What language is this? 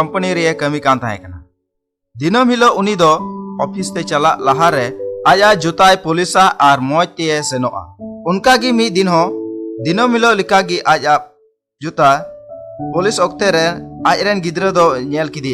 Santali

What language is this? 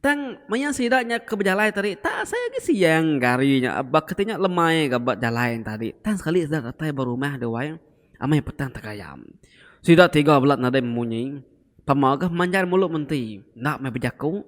Iban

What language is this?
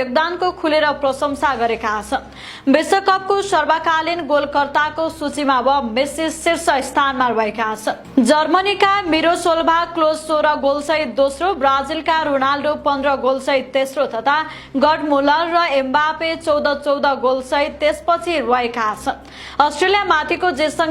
Nepali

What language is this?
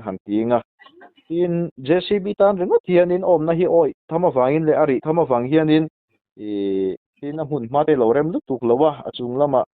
Mizo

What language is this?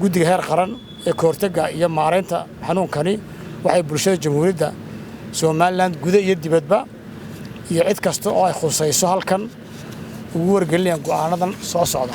Somali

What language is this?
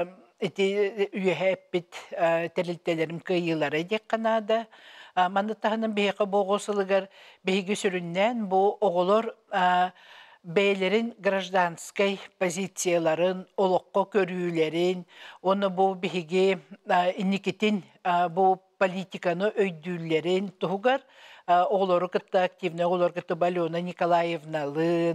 Yakut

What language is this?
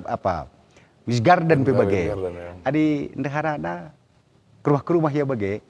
Batak Karo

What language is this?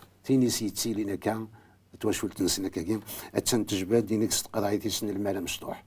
Kabyle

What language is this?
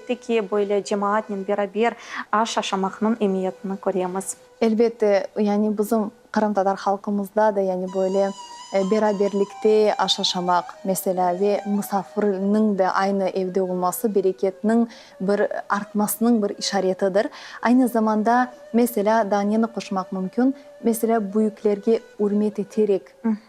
Crimean Tatar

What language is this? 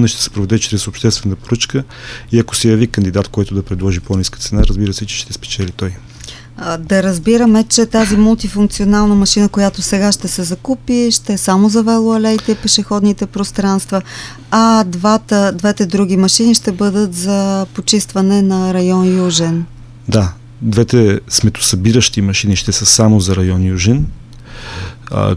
Bulgarian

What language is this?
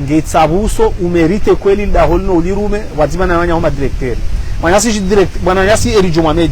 Ngazidja Comorian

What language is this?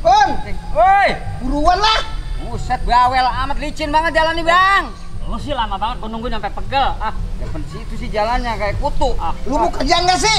Betawi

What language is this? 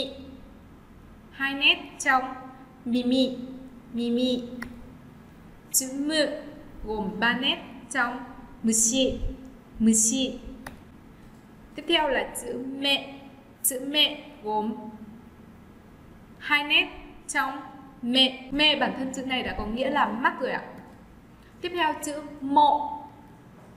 Vietnamese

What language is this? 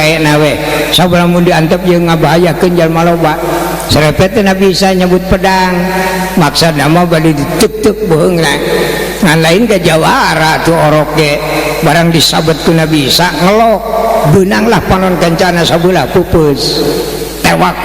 Sundanese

